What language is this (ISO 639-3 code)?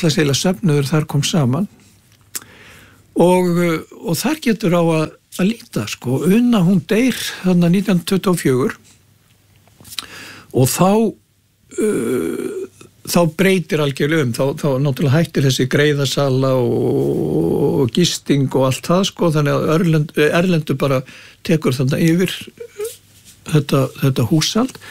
isl